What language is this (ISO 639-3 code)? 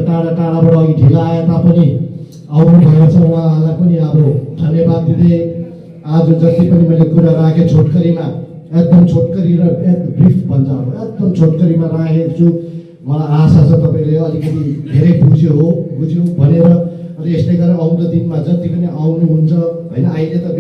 nep